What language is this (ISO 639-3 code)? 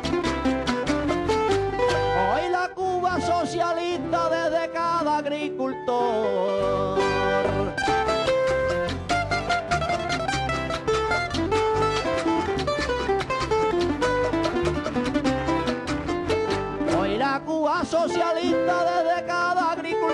spa